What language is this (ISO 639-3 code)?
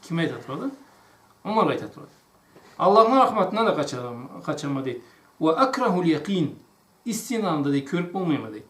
krc